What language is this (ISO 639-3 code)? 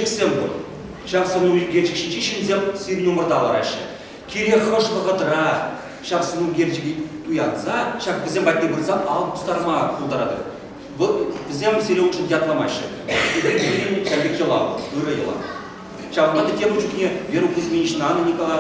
chv